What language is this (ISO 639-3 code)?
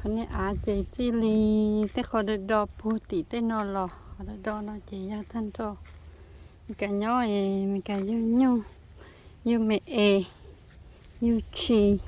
hmn